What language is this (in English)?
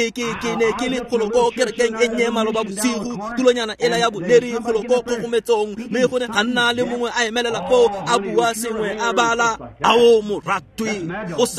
Tswana